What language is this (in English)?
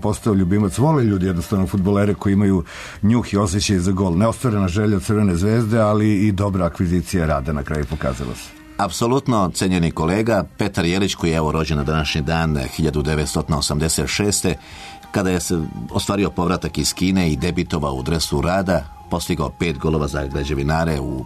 Serbian